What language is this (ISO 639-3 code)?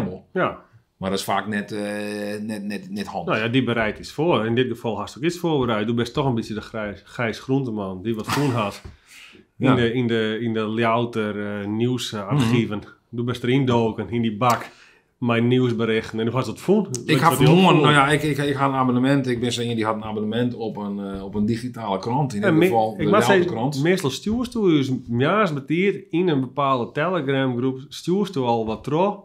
fry